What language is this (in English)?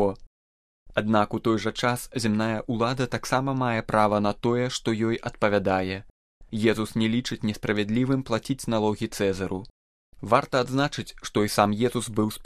Belarusian